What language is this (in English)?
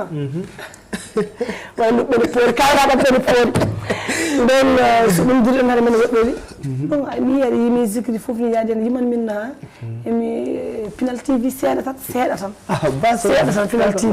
Fula